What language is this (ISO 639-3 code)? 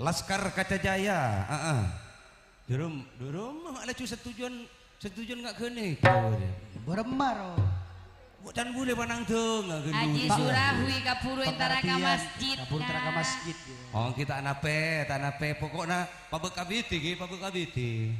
mad